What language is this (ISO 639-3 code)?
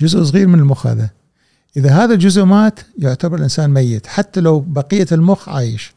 afb